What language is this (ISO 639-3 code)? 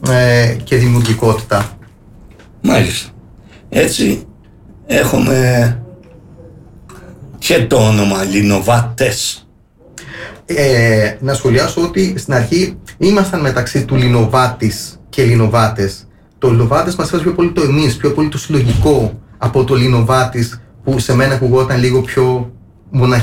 ell